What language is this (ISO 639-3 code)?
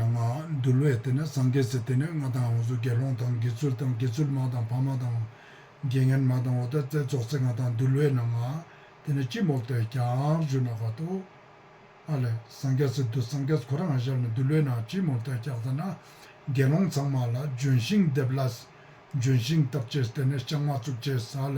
lbj